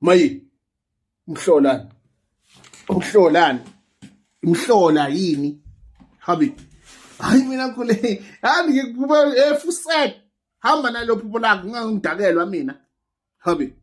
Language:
Zulu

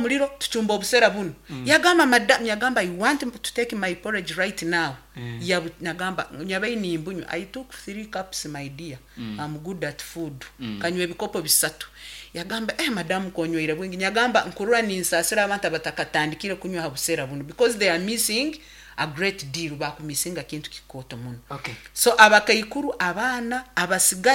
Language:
Nyankole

